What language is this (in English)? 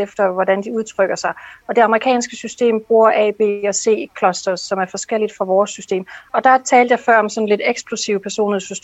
Danish